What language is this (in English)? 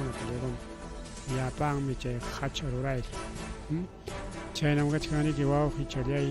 Ayacucho Quechua